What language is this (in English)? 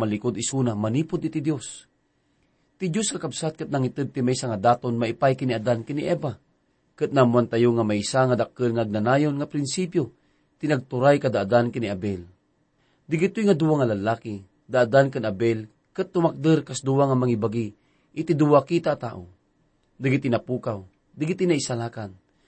Iloko